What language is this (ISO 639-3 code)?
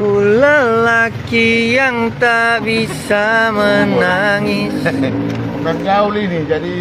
xmm